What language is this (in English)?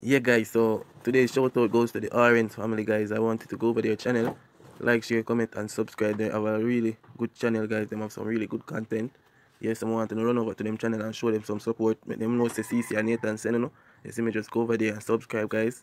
Jamaican Creole English